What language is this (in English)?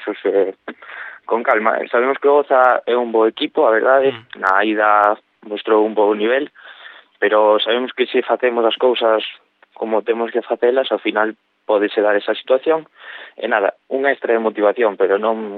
Galician